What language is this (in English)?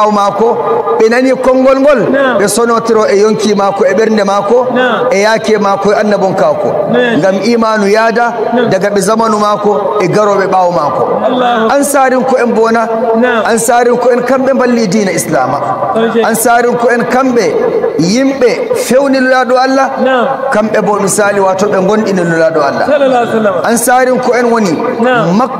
Nigerian Fulfulde